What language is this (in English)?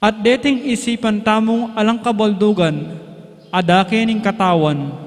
Pampanga